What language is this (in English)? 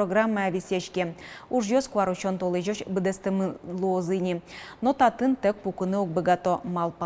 Udmurt